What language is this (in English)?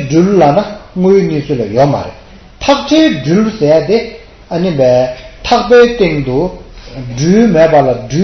Tibetan